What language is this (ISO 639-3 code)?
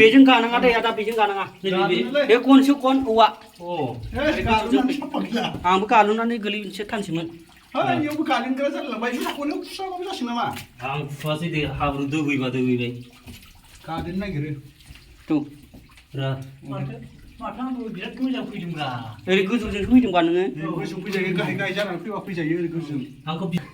brx